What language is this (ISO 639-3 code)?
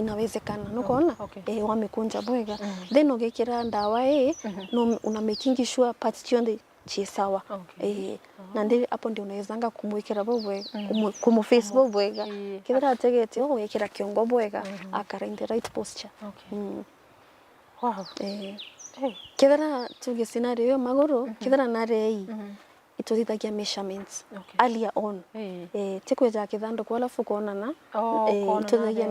mer